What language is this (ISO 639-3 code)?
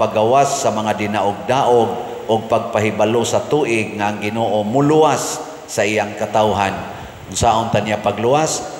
ceb